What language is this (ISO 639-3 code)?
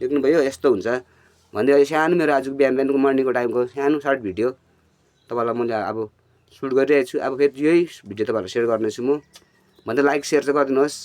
nep